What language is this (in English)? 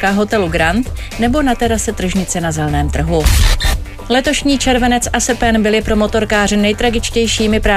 Czech